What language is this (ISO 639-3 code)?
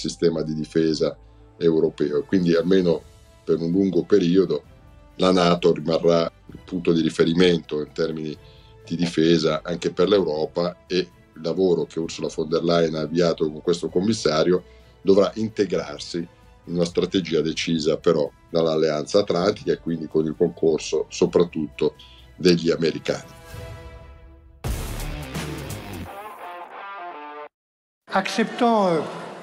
ita